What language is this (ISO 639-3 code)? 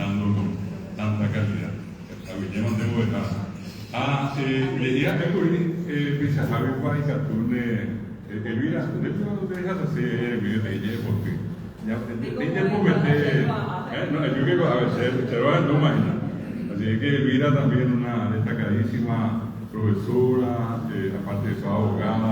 grn